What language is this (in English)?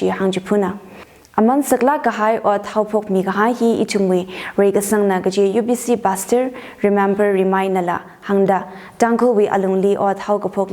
Tangkhul Naga (India)